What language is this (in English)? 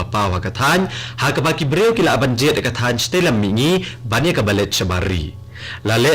Khasi